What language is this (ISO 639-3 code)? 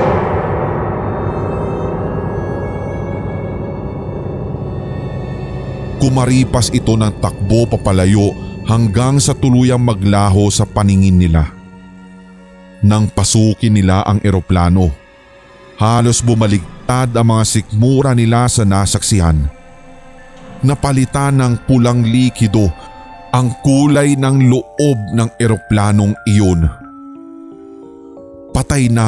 fil